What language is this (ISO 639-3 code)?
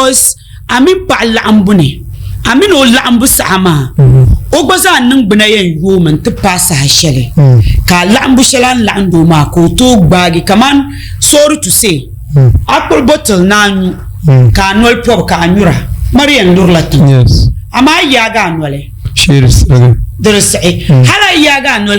dag